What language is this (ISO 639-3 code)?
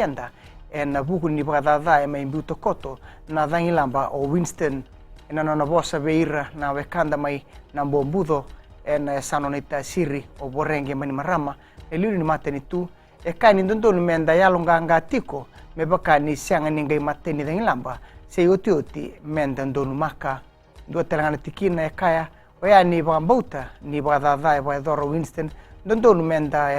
fij